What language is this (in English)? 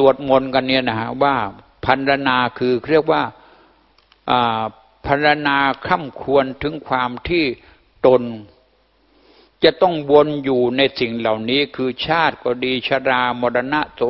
Thai